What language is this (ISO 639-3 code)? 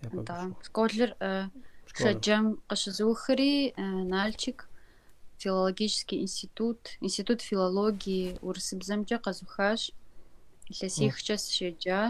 kbd